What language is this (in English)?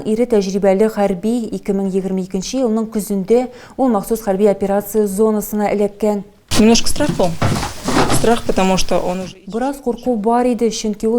Tatar